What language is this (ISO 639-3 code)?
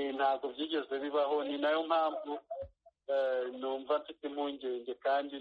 kin